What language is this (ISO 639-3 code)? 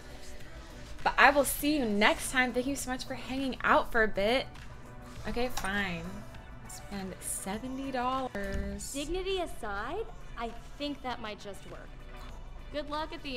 eng